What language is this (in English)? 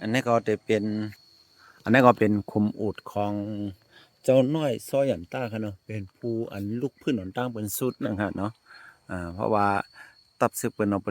Shan